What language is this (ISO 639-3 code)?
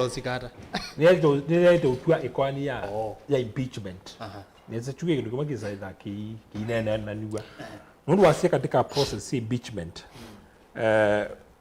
kam